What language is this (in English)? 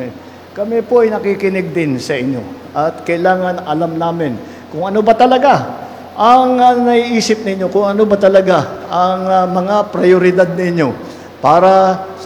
Filipino